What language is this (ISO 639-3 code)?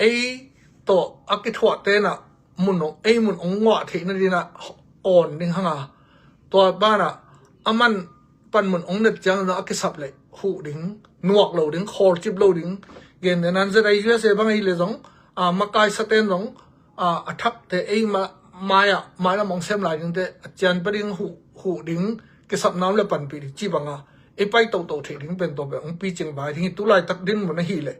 ctd